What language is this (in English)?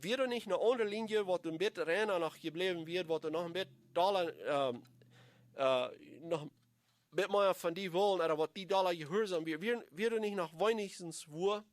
Plautdietsch